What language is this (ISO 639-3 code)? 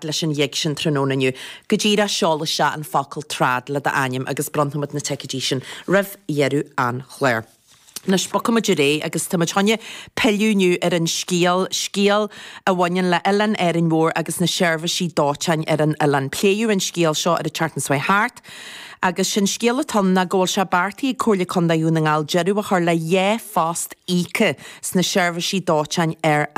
gle